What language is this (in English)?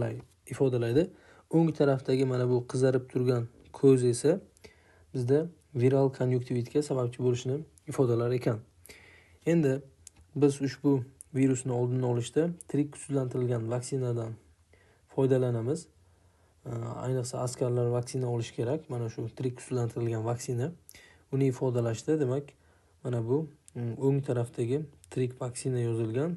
Uzbek